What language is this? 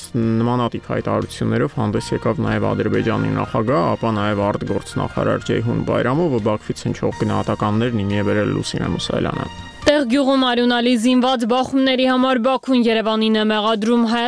Armenian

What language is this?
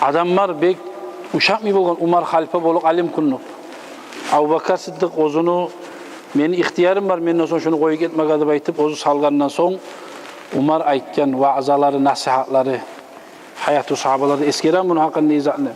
Kumyk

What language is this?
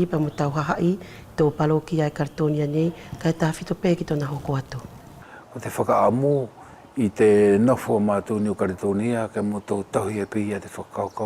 Wallisian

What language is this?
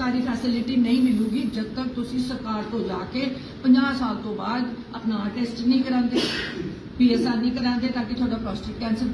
Punjabi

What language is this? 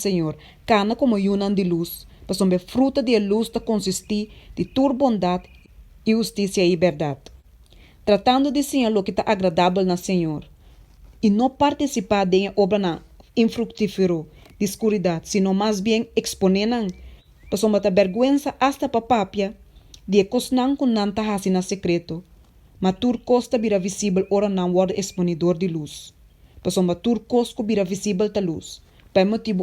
Papiamento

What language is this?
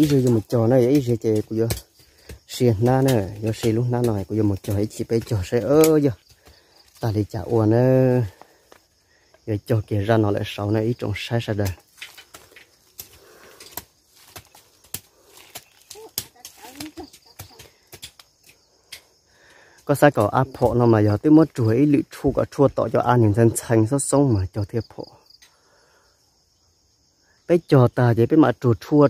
Vietnamese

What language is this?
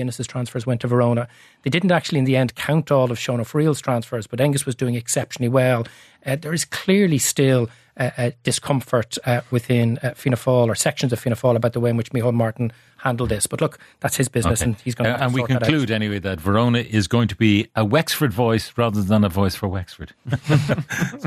English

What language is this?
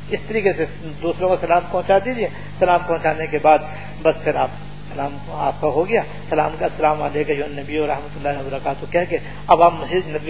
Urdu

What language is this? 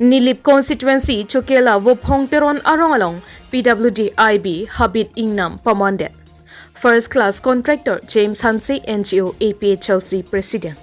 Karbi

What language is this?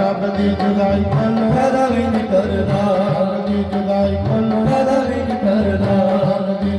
Dogri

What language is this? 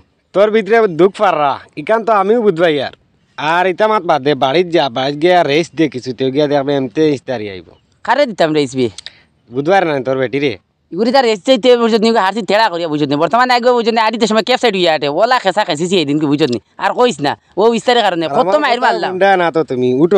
Sylheti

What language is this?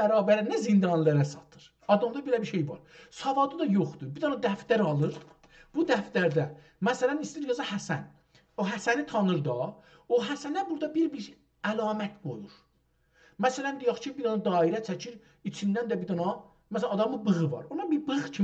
South Azerbaijani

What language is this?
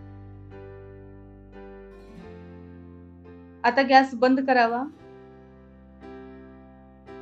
Marathi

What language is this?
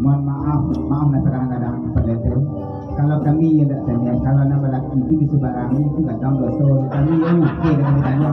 Minangkabau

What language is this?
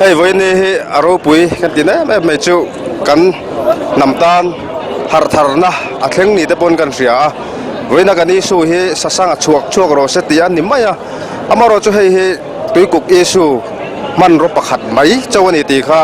Mizo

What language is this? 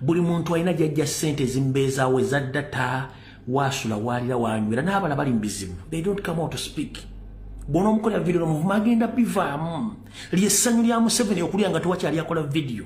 Ganda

